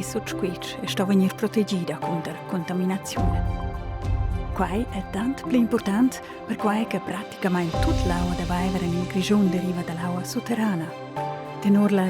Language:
Romansh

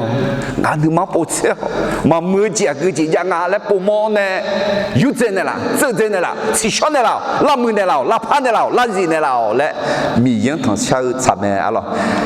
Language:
Akha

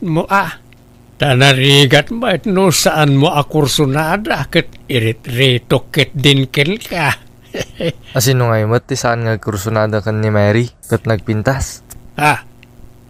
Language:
Iloko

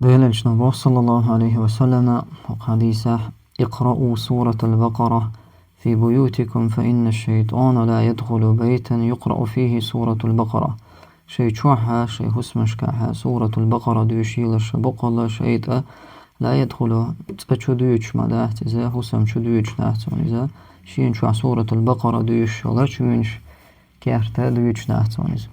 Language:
Chechen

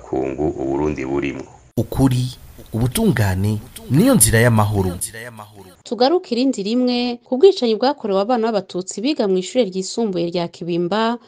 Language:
Rundi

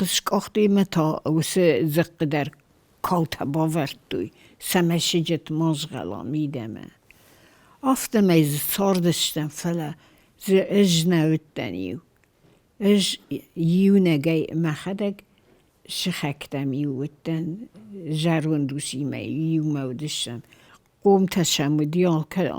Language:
Ossetic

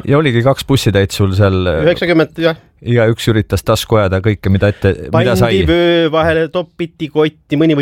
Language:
Estonian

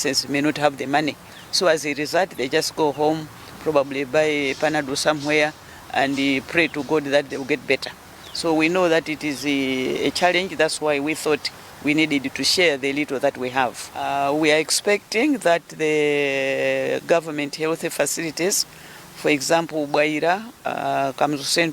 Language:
English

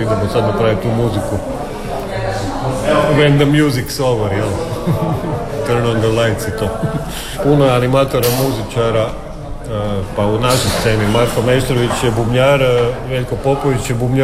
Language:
Croatian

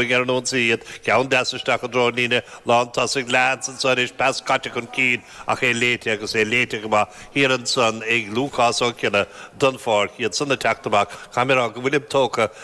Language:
Irish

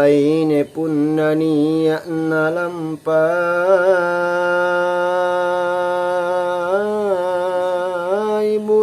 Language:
Makasar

